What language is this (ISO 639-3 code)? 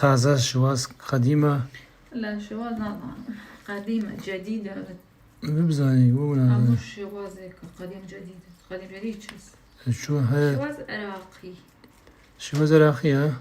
kur